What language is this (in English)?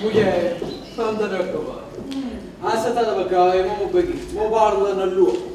Neapolitan